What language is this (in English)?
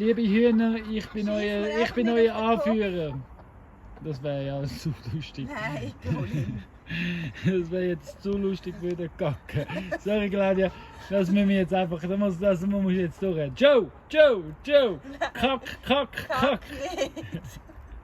Swiss German